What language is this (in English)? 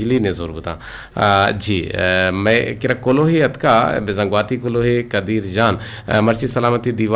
Eastern Balochi